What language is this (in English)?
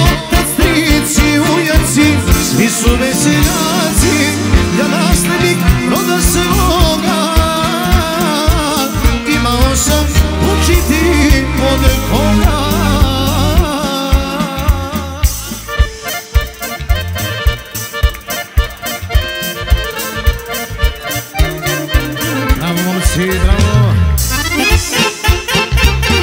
Serbian